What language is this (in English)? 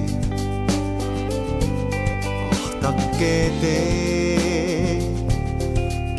Estonian